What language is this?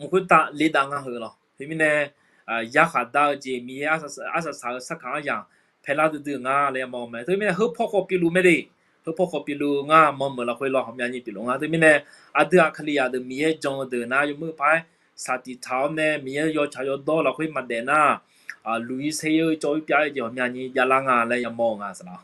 Akha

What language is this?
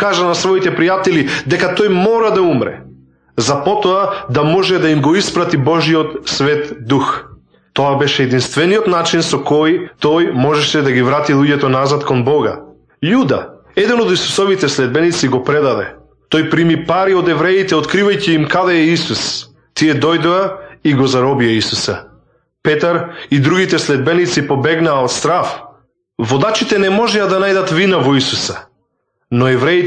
Macedonian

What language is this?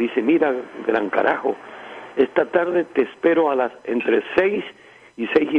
Spanish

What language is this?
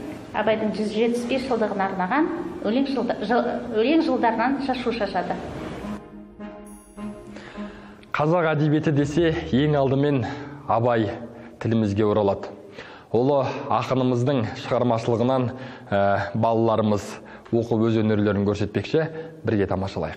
Kazakh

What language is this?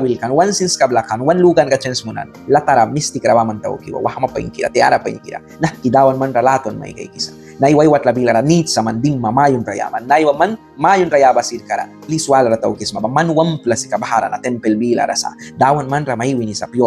Mískito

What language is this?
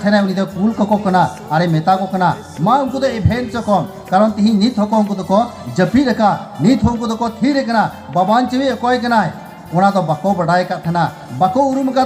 Santali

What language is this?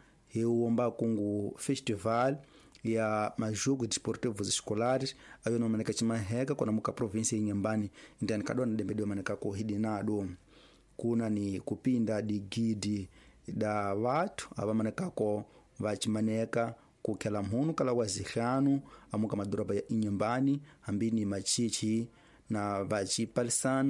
Tsonga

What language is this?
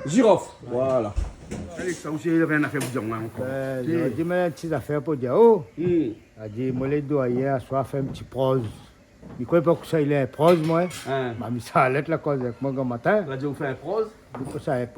Réunion Creole French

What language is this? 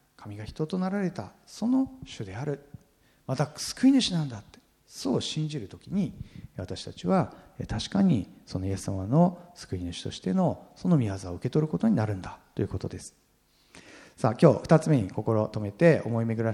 Japanese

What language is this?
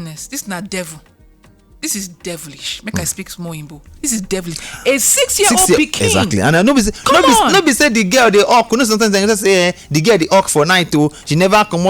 Nigerian Pidgin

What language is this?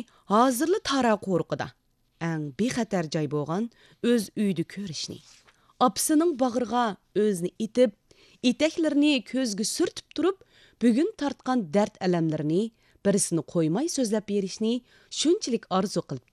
Uyghur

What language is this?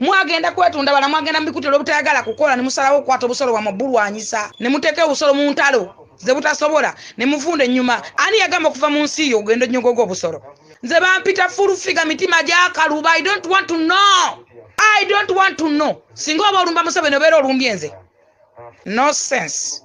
Ganda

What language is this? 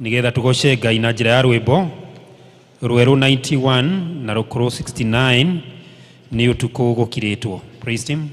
Kikuyu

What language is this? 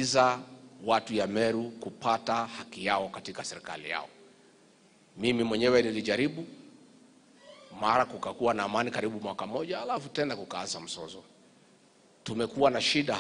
Swahili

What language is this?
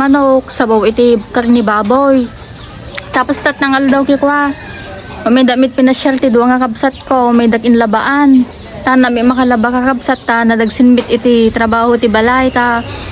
Iloko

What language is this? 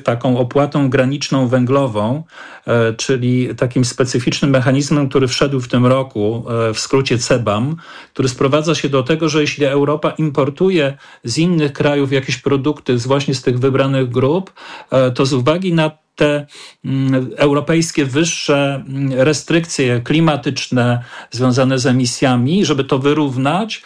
Polish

